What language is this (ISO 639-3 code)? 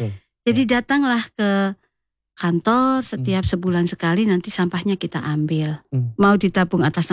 ind